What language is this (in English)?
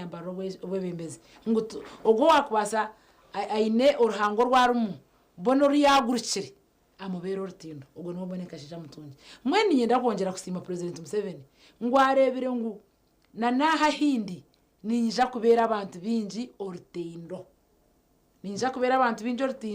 Nyankole